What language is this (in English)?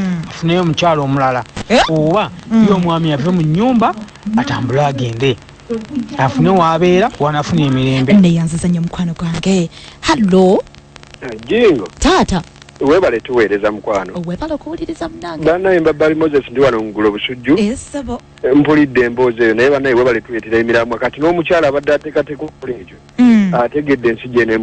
Ganda